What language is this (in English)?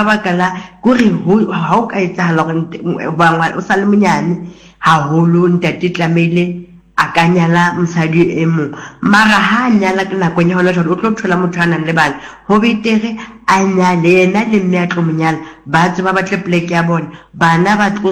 Southern Sotho